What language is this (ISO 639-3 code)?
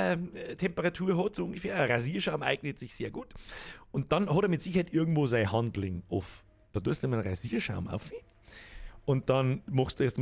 bar